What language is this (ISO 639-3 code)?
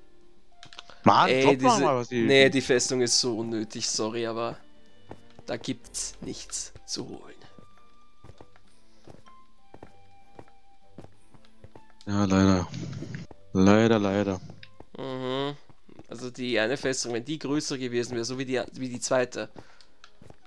deu